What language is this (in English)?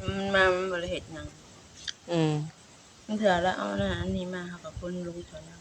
Northeastern Thai